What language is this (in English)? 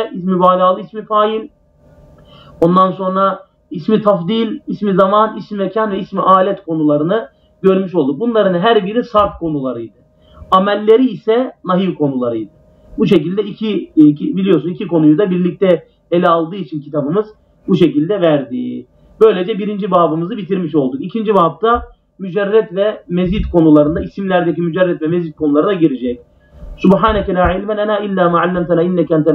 Turkish